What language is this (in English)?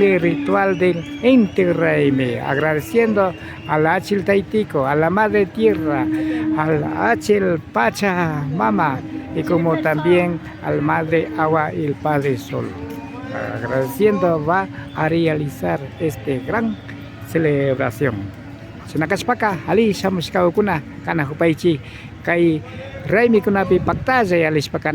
Imbabura Highland Quichua